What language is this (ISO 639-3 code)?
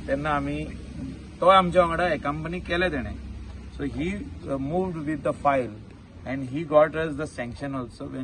kok